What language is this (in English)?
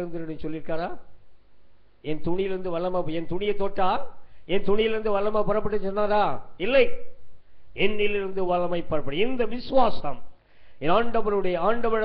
Tamil